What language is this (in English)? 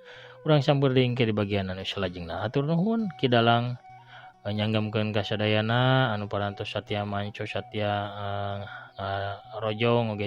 Sundanese